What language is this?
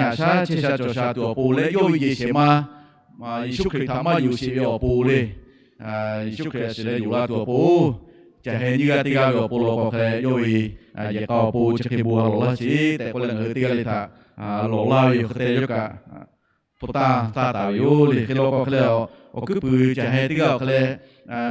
Lahu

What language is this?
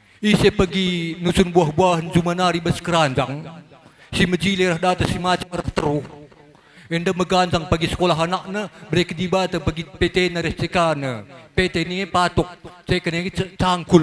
Batak Karo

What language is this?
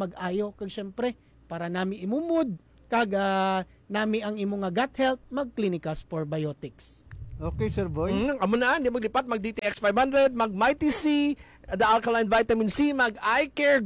Hiligaynon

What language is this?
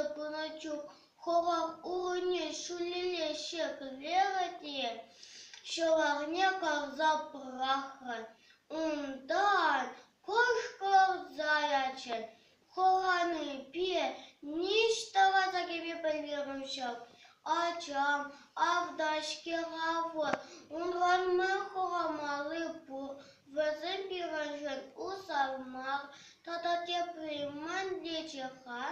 Chuvash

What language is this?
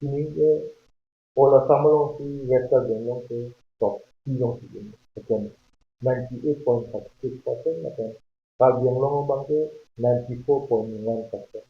Karbi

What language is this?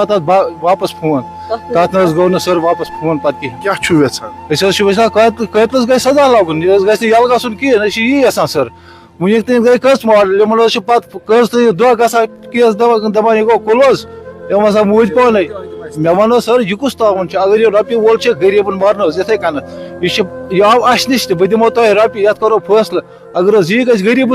Kashmiri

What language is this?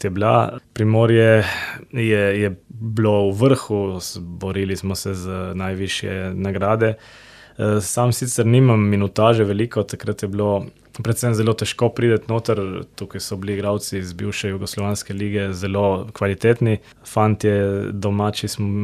Slovenian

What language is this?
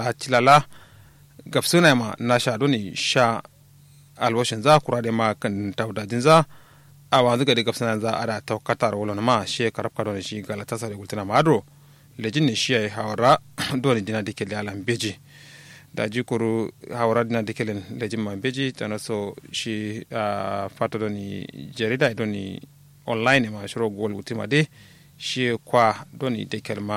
Kanuri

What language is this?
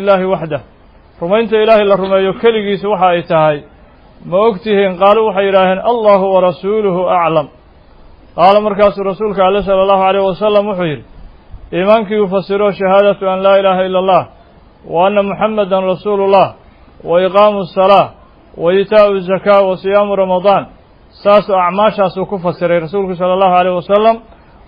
Somali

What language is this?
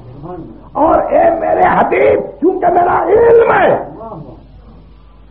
Urdu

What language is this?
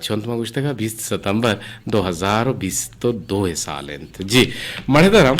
Eastern Balochi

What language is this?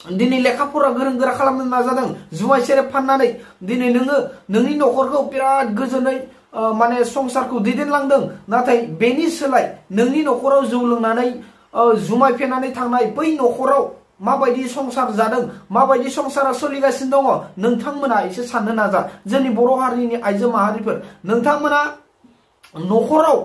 Bodo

